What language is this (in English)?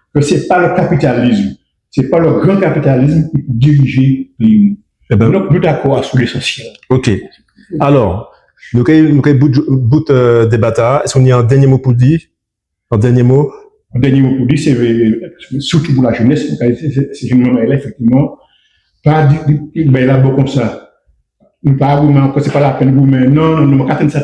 Guadeloupean Creole French